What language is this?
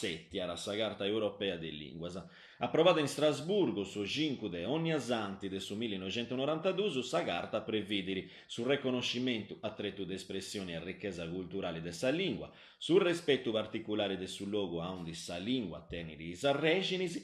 Sardinian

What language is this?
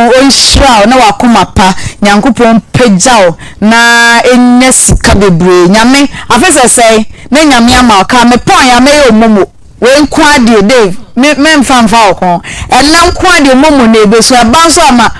Akan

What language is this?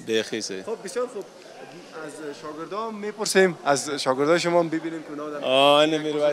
Persian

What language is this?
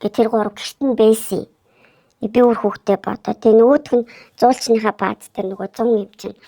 Mongolian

